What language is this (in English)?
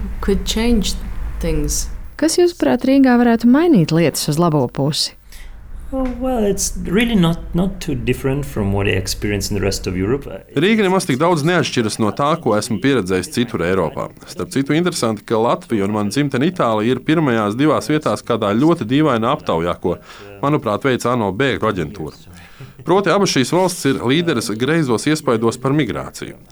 Latvian